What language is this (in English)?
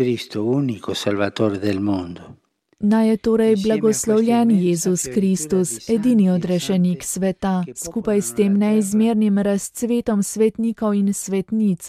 Slovenian